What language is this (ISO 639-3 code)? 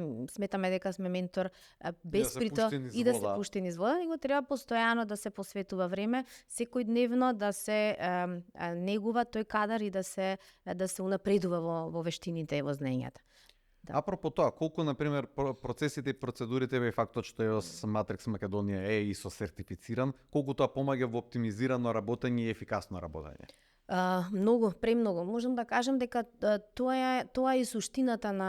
mkd